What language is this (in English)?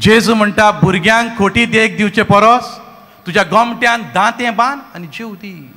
Konkani